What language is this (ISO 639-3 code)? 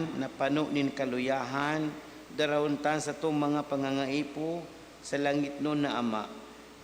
bik